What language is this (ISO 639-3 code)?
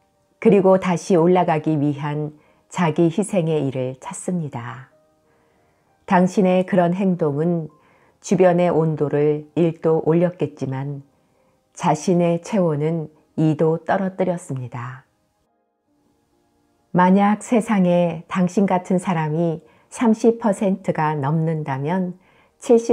kor